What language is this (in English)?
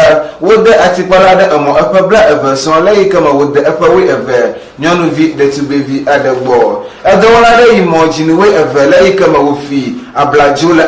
Ewe